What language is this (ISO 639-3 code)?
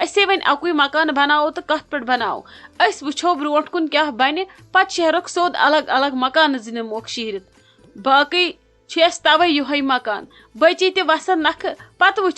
kas